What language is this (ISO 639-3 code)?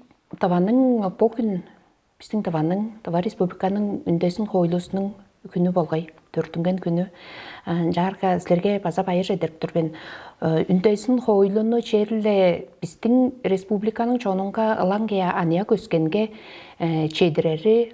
tyv